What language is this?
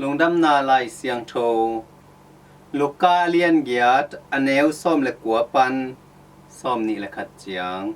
Tedim Chin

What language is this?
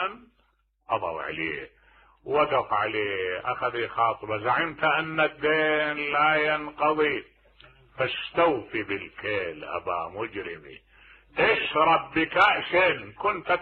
Mesopotamian Arabic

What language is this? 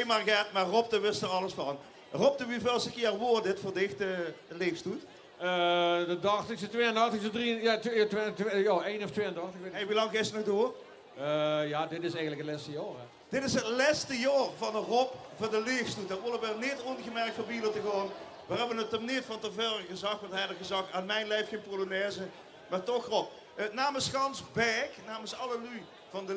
Limburgish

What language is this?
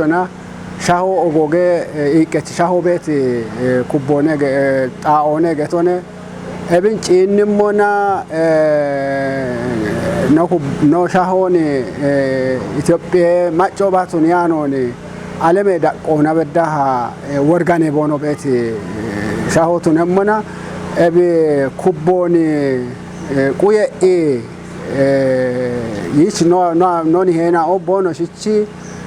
Kafa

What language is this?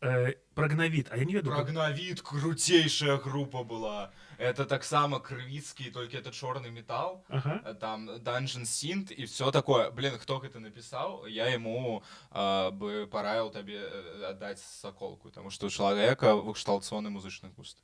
Belarusian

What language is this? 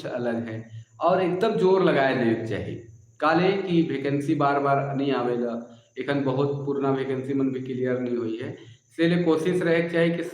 Sadri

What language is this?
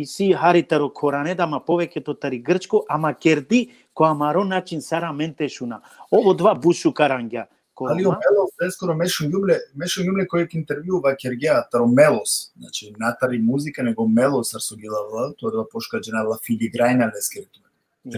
Balkan Romani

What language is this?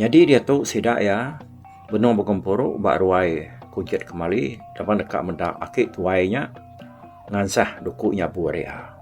Iban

